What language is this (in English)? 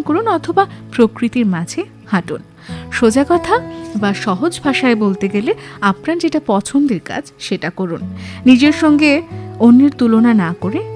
Bangla